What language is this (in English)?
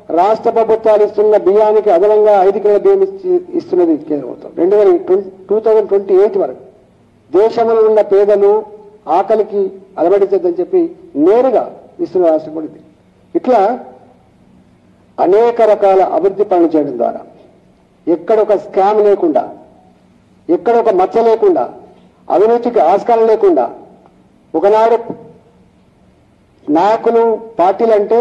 Telugu